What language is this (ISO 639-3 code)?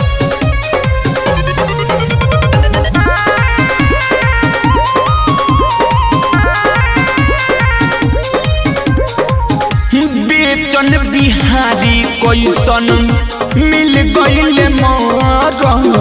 bho